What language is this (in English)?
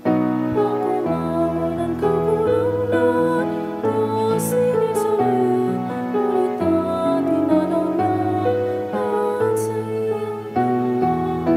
Bikol